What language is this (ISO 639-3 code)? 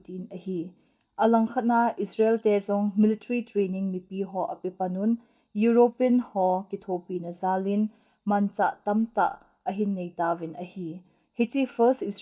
tcz